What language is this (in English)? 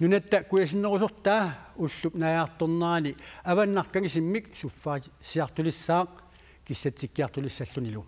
Kalaallisut